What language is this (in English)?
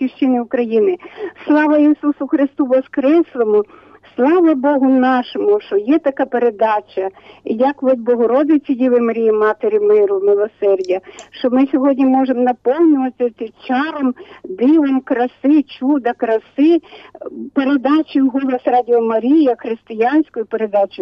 Ukrainian